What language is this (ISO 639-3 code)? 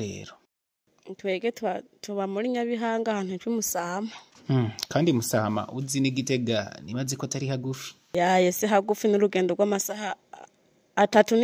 run